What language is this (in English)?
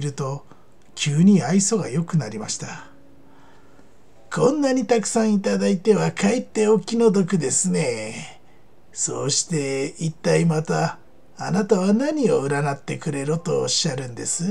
Japanese